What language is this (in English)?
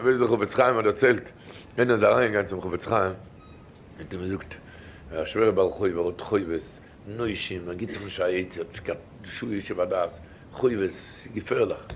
Yiddish